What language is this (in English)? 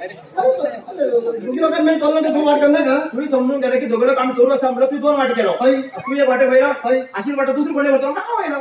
Konkani